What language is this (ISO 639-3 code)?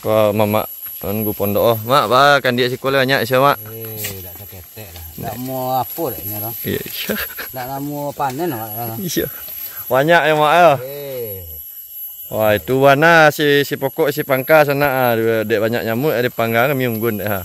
min